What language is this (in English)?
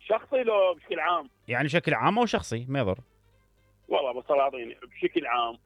Mesopotamian Arabic